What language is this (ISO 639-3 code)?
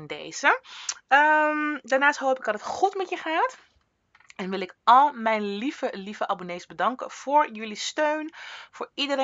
nld